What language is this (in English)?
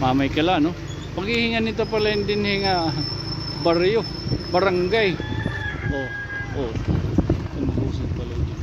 Waray